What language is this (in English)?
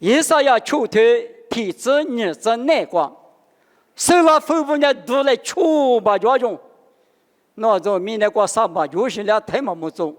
Lisu